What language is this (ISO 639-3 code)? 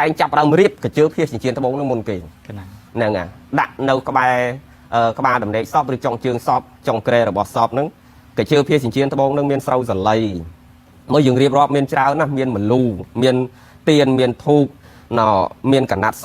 khm